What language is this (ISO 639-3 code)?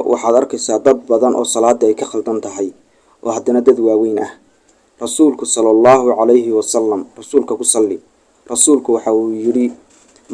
som